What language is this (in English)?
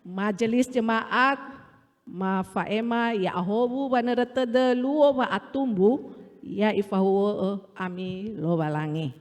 Nias